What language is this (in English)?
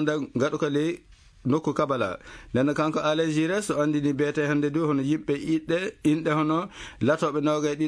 Fula